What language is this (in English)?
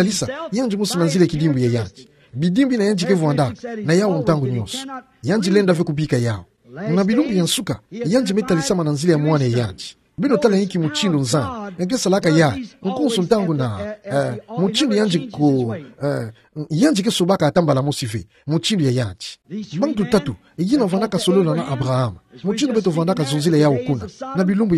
Kituba (Democratic Republic of Congo)